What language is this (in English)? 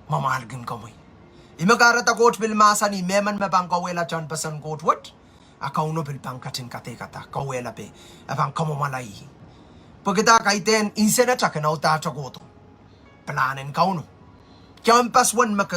Pohnpeian